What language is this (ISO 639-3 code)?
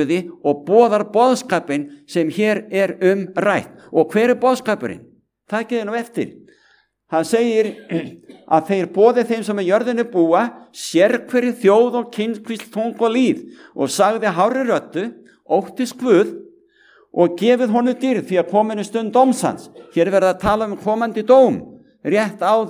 isl